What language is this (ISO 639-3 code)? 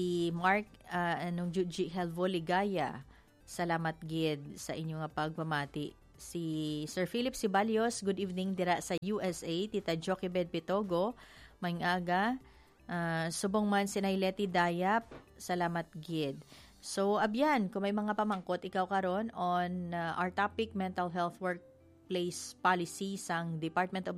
hil